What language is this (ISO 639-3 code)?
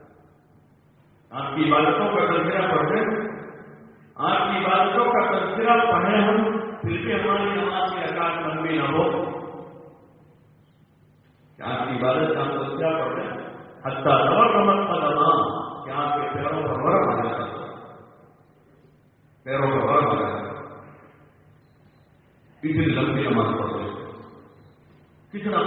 urd